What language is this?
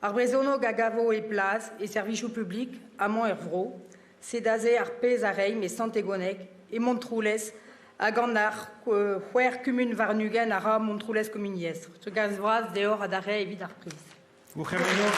Breton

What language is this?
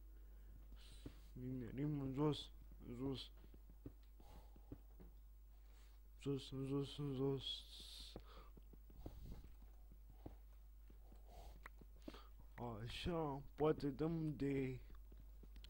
Romanian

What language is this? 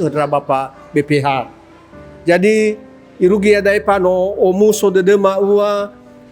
Nias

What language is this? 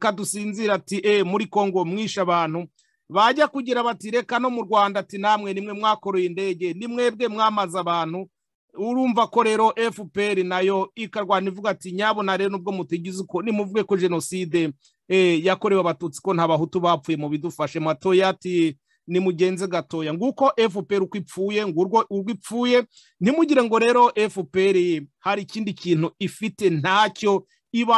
Kinyarwanda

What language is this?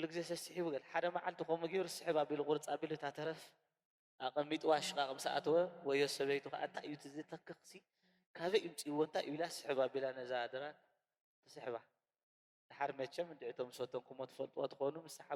Tigrinya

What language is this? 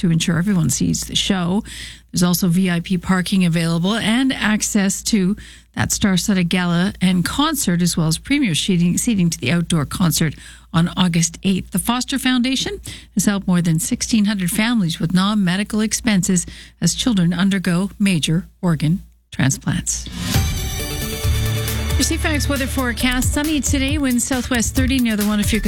English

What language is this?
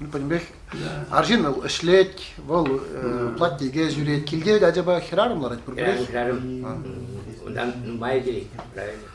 Chuvash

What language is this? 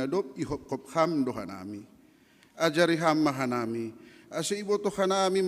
Batak Simalungun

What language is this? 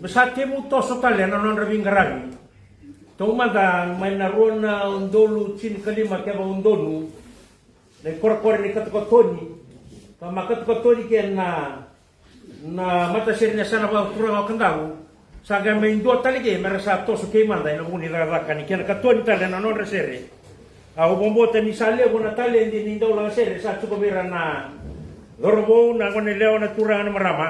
Fijian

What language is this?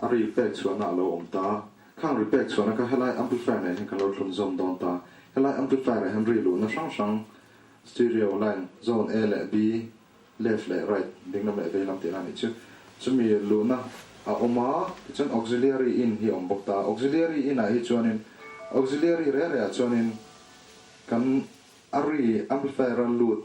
Mizo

